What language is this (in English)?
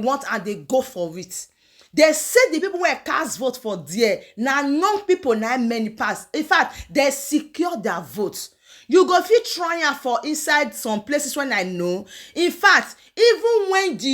Nigerian Pidgin